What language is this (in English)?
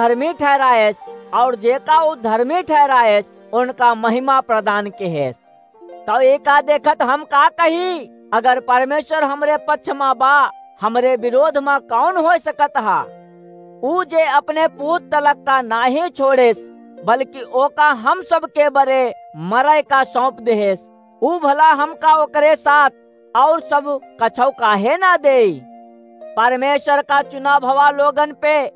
Awadhi